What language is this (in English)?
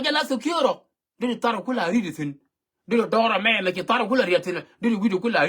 Nuer